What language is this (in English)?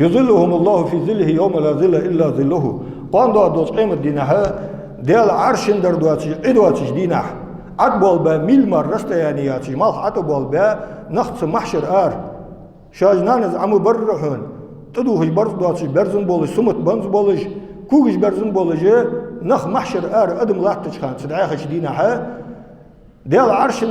Ingush